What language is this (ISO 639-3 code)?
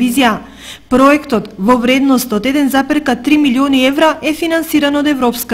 mkd